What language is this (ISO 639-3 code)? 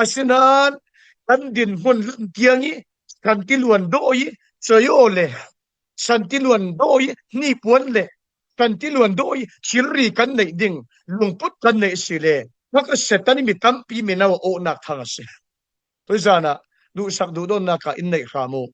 cfm